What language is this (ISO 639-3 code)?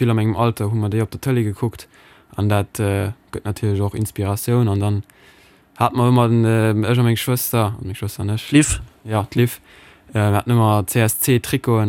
ltz